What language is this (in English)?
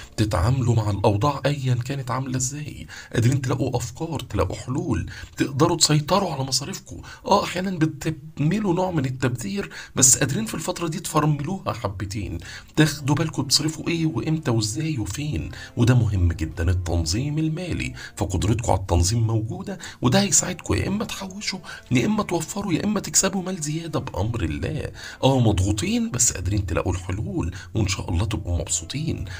Egyptian Arabic